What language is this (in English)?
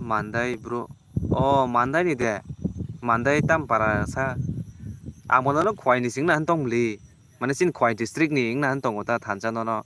Kok Borok